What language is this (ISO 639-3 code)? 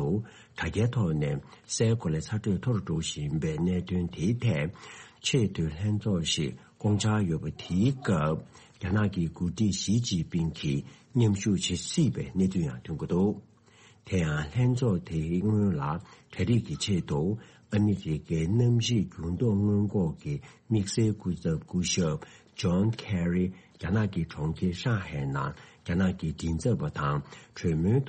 bod